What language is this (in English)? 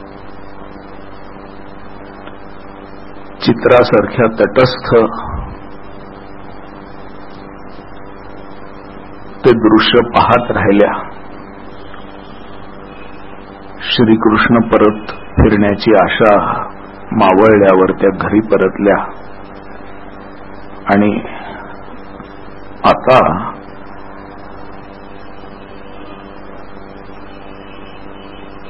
Marathi